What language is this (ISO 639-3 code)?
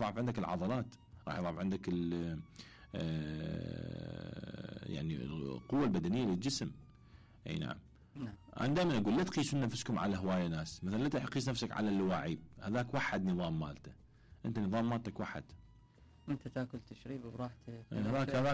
acm